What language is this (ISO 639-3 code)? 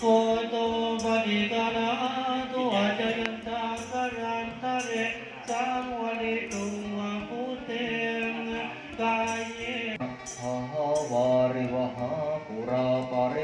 pli